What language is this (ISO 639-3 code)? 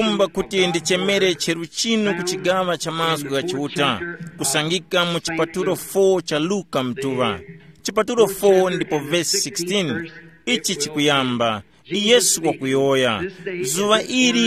tum